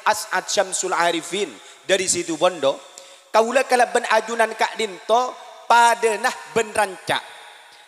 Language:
Madurese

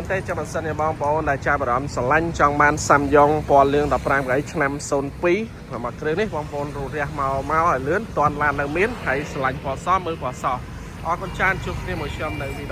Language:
Khmer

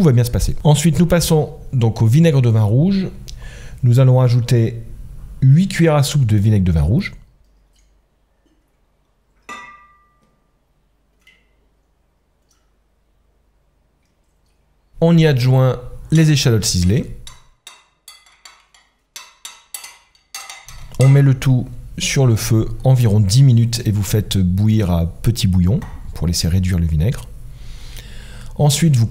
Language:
French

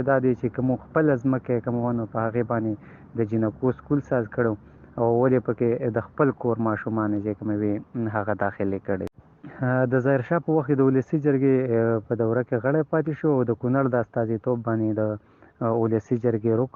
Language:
Pashto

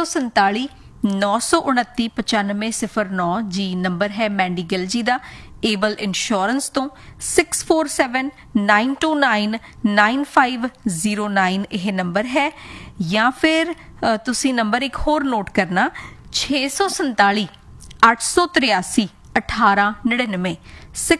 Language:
Punjabi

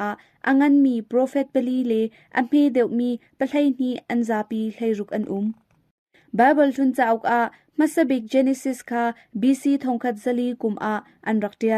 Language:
Hakha Chin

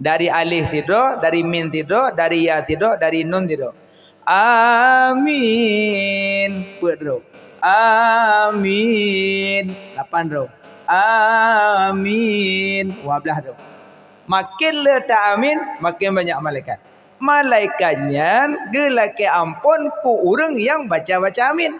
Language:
Achinese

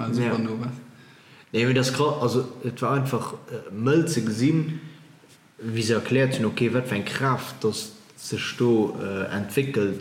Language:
Luxembourgish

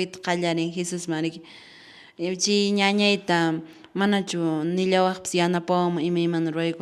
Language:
Quechua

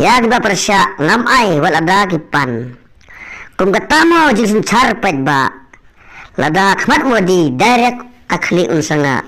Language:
Khasi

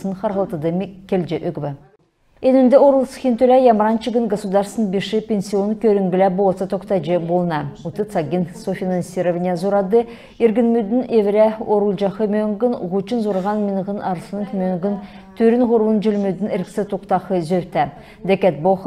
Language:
Kalmyk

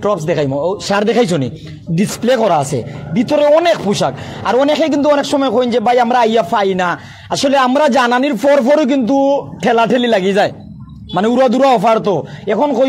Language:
Sylheti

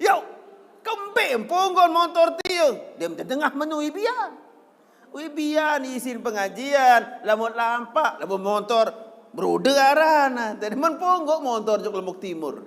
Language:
Sasak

